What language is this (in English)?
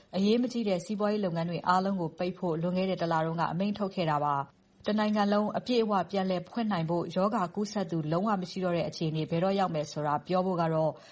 Burmese